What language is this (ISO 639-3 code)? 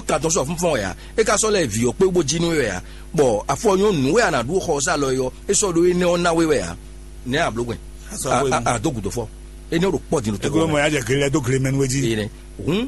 fon